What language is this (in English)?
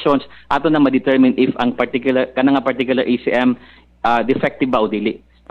Cebuano